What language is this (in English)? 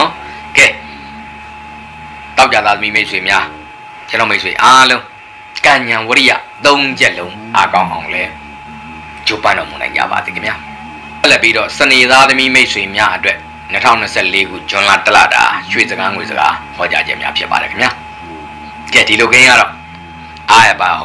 Burmese